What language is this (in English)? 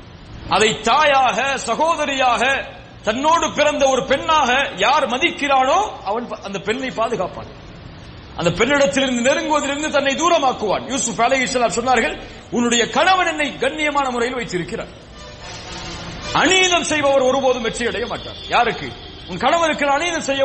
Tamil